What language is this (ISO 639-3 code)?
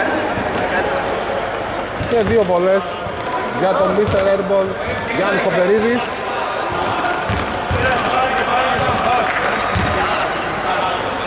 ell